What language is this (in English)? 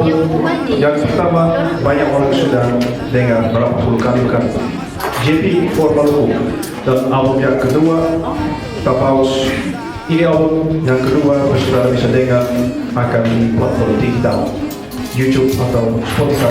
Ambonese Malay